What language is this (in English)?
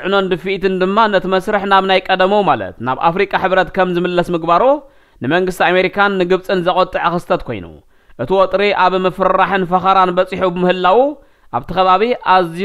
Tigrinya